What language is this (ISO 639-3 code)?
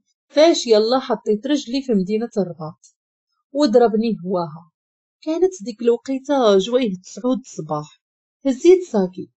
ary